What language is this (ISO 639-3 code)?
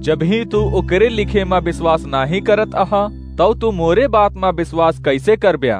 awa